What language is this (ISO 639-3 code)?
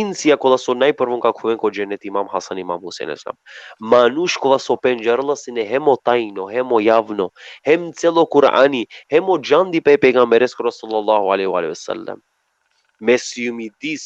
rmn